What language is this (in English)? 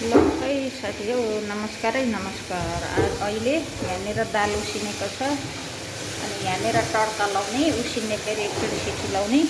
Nepali